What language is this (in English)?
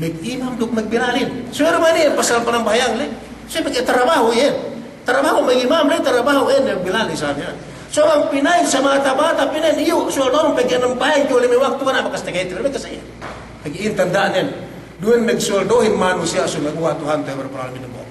Yakan